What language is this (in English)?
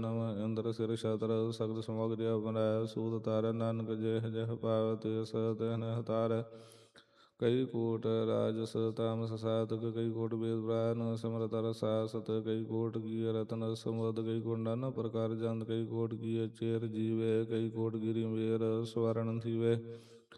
Punjabi